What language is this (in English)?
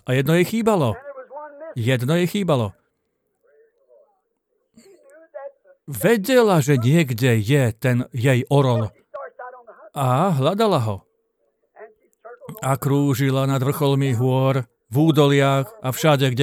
Slovak